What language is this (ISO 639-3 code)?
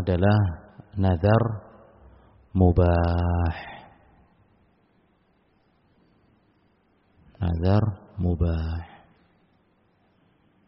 ind